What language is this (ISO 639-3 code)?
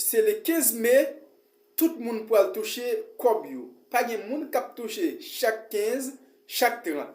hat